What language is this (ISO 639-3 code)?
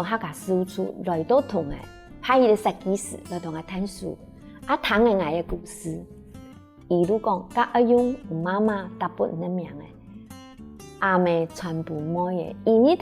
hak